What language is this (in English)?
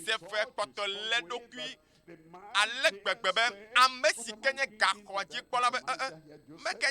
Ewe